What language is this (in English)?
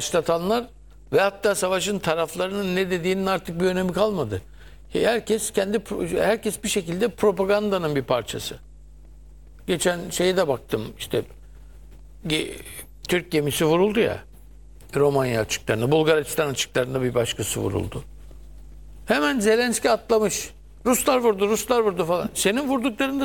Turkish